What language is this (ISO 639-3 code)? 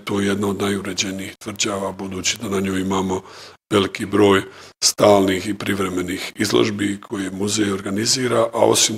bos